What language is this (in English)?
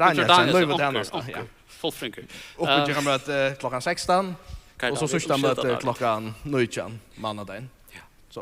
Faroese